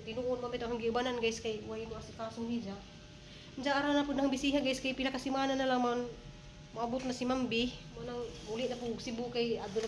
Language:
Cebuano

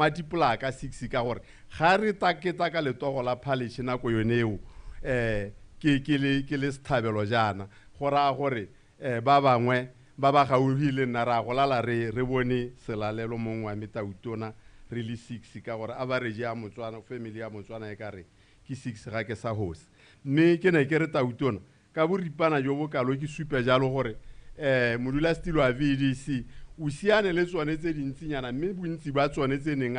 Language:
Tswana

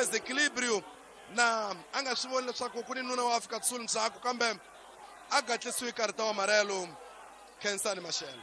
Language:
Tsonga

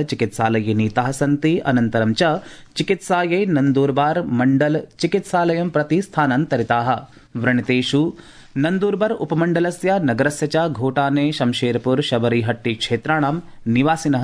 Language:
Sanskrit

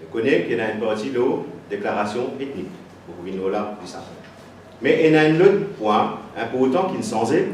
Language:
Morisyen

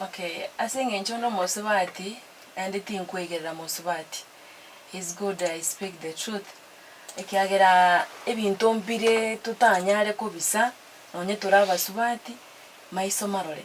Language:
Gusii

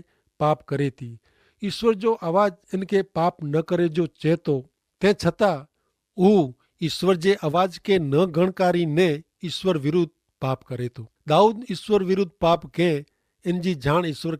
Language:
Kachhi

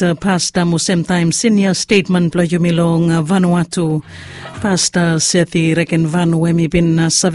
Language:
Bislama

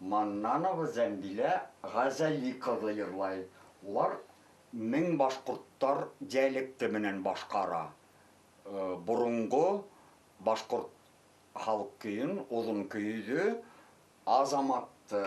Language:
Bashkir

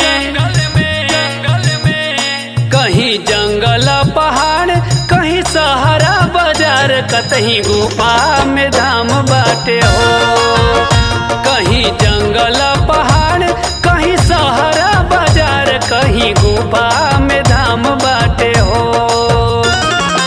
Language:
Bhojpuri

